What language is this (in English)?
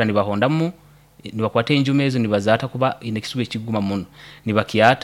Nyoro